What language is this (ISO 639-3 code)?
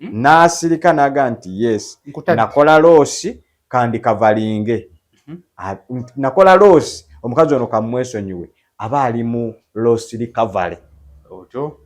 lug